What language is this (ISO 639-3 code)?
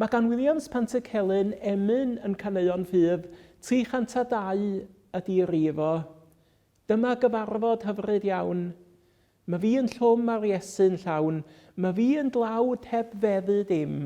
cym